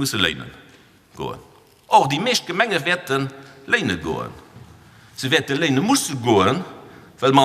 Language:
Luxembourgish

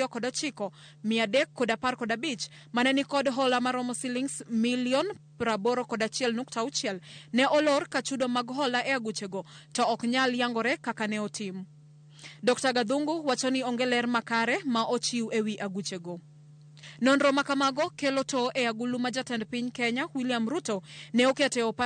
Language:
Luo (Kenya and Tanzania)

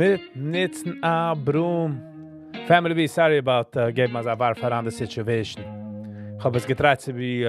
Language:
Yiddish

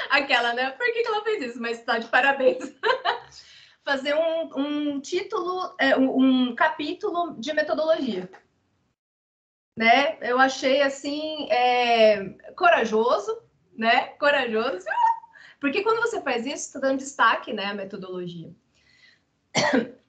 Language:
Portuguese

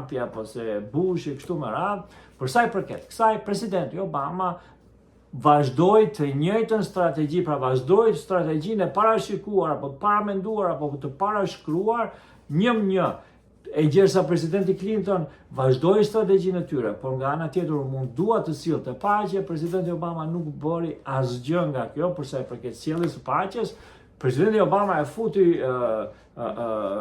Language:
Albanian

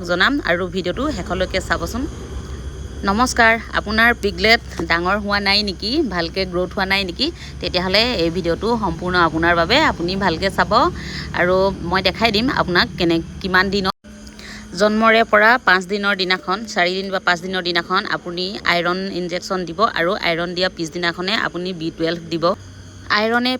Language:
Assamese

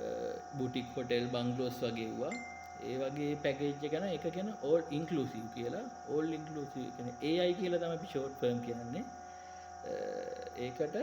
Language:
Sinhala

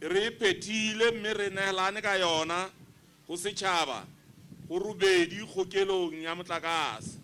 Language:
Southern Sotho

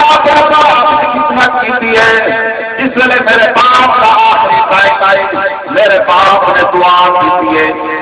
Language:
Saraiki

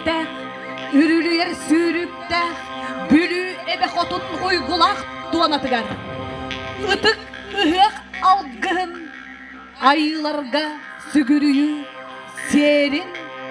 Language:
Yakut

